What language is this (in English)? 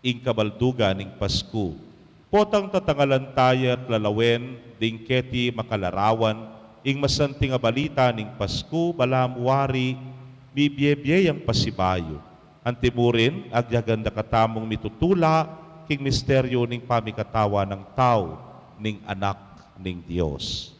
Pampanga